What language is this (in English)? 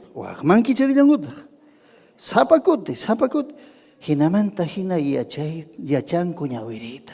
Ayacucho Quechua